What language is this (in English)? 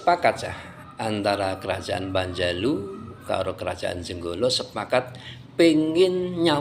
Javanese